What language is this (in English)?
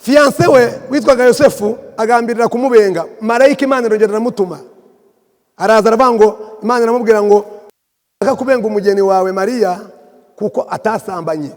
Kinyarwanda